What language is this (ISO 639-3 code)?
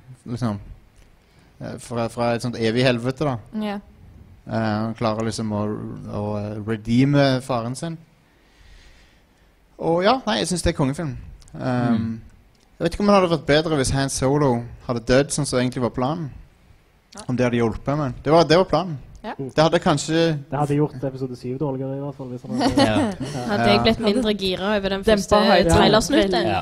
nor